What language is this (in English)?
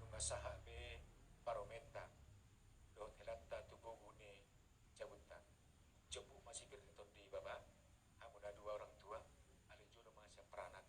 Batak Toba